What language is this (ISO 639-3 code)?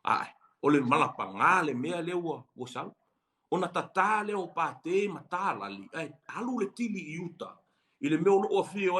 smo